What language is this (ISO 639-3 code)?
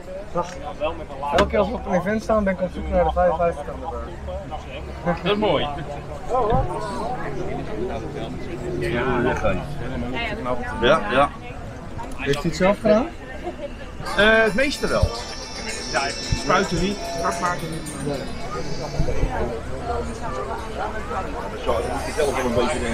nld